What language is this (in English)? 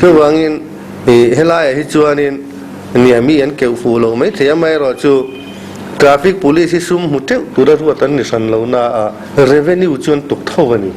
Mizo